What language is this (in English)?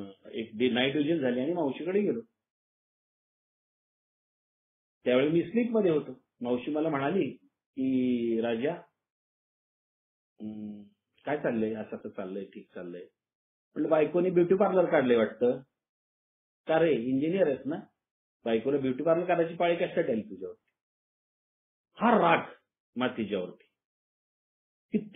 Marathi